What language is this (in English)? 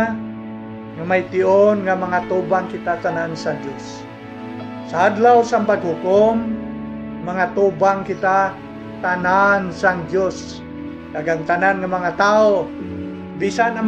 Hiligaynon